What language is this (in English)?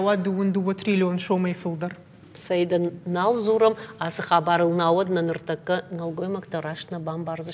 Ossetic